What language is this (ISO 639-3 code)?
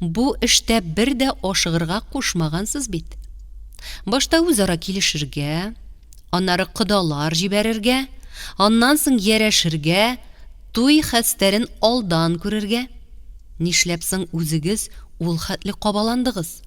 tat